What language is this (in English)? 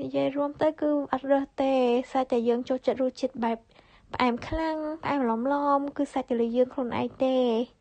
Khmer